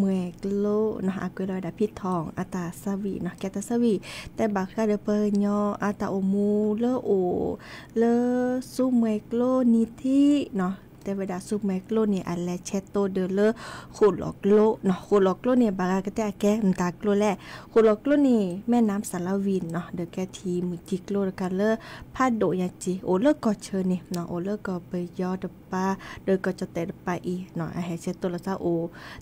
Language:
S'gaw Karen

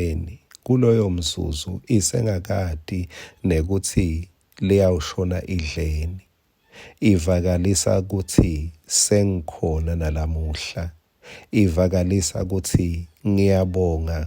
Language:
Swati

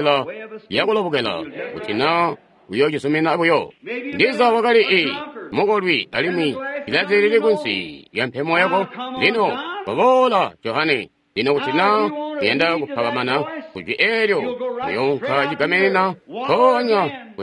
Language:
Tonga (Zambia)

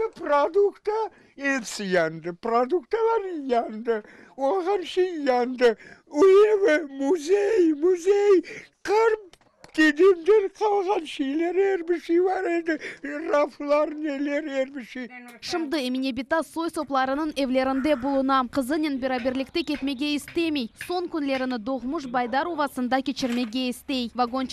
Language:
Crimean Tatar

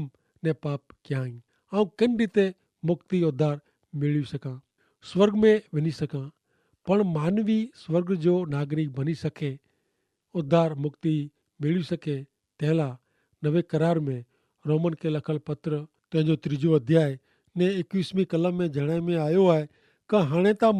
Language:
Kachhi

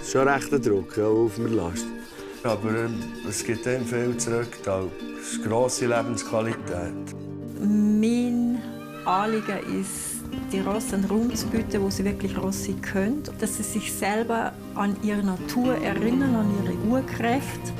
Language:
Swiss German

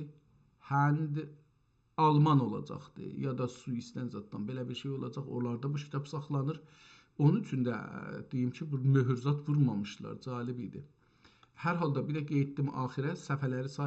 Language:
South Azerbaijani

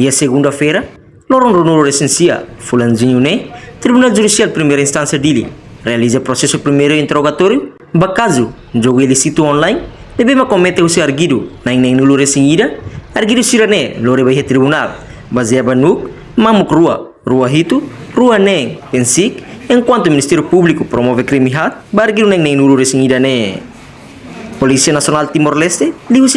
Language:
Tetum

